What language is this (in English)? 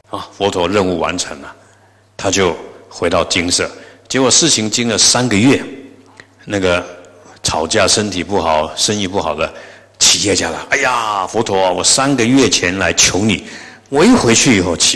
Chinese